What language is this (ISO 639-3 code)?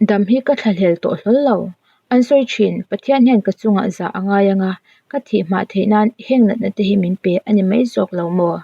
lus